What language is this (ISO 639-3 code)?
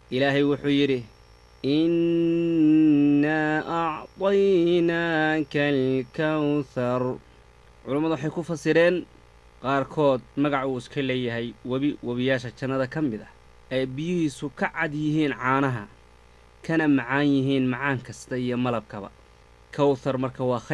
som